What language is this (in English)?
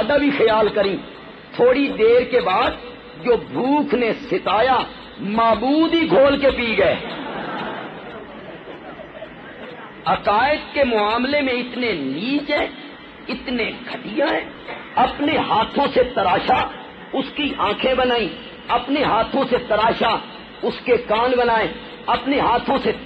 Urdu